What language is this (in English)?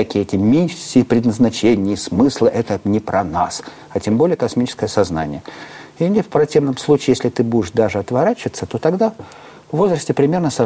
Russian